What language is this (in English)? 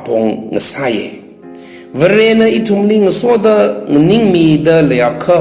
Tangkhul Naga (India)